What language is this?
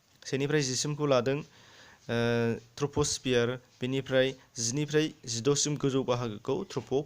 Bodo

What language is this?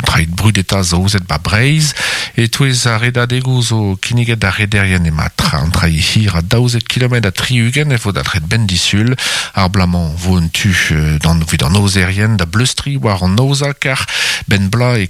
Breton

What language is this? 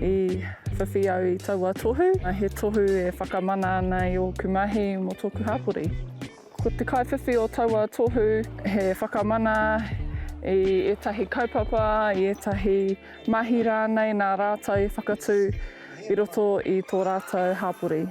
Māori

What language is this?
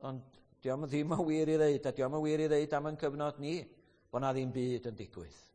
Welsh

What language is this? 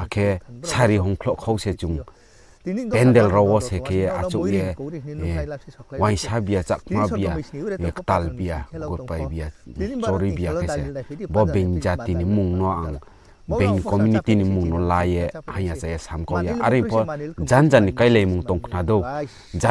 Riang (India)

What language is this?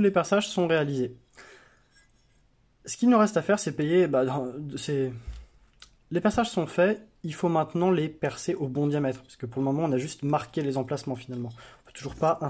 French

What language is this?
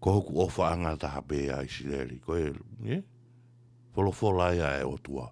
Tongan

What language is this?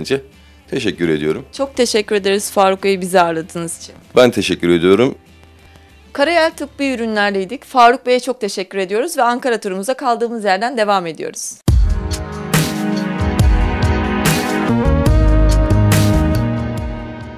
Turkish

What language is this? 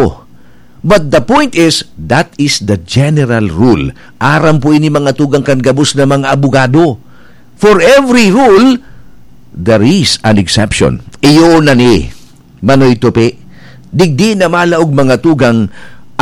Bikol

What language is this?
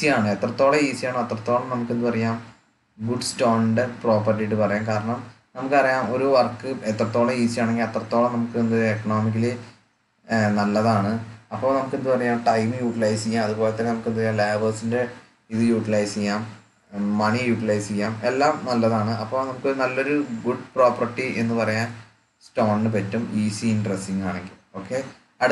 Malayalam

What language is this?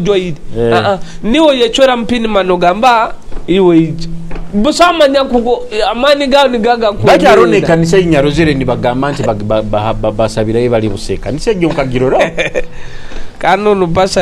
Nyoro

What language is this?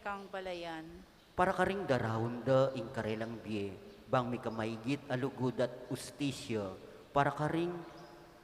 Pampanga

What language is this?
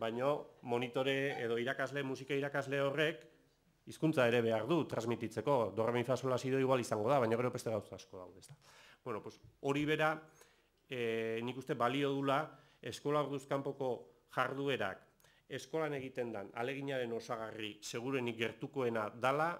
Basque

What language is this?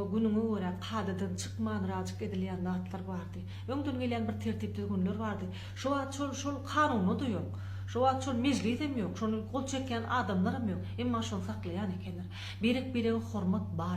Turkmen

